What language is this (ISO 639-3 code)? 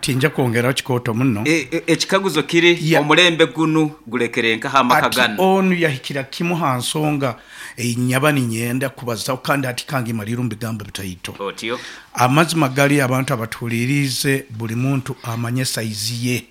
nyn